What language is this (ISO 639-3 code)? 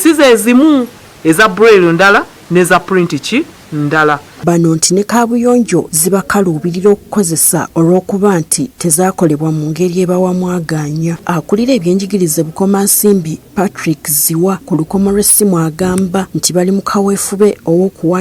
lug